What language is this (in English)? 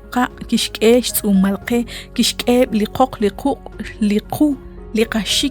Kekchí